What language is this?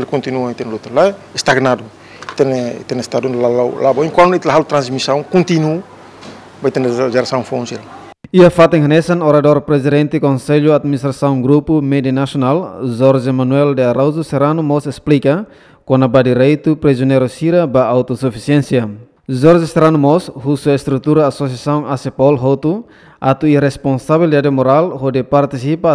Tetum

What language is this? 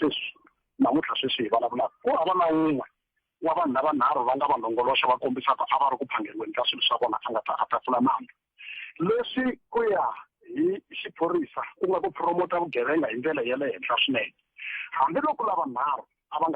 Tsonga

